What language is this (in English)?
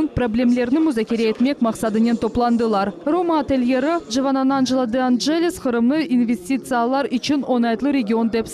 Crimean Tatar